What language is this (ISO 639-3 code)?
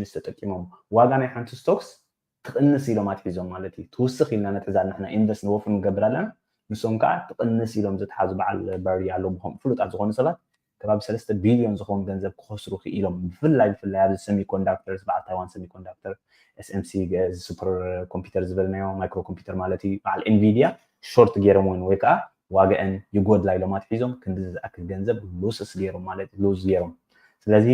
tir